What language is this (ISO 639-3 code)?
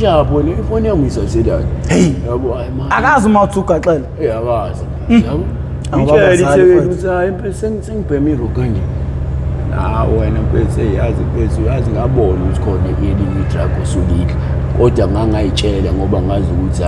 zul